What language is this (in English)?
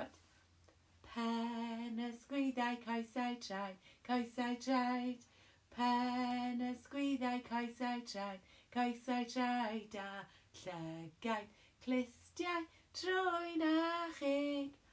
Welsh